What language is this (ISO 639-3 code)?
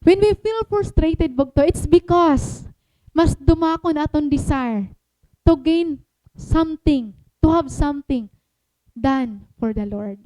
war